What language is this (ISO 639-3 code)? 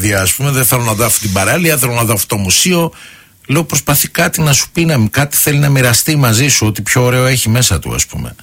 ell